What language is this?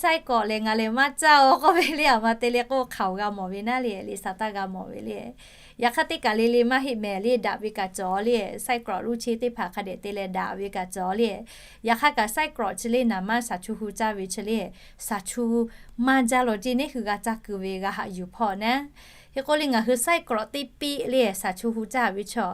Lahu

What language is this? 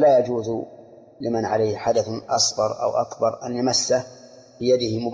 Arabic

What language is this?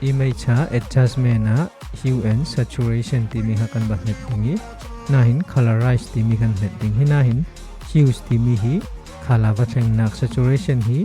Falam Chin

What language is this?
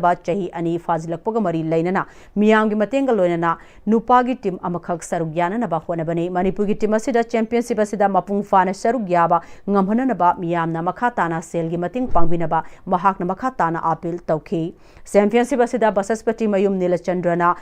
Manipuri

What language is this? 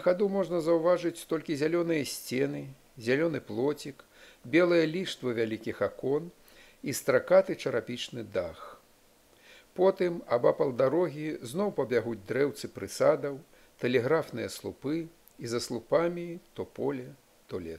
Belarusian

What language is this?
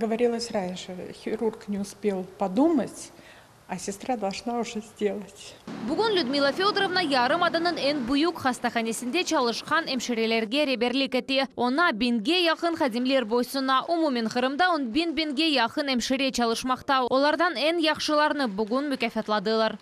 Crimean Tatar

